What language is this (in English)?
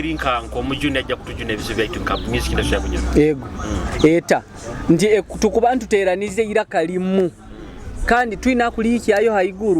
Nyoro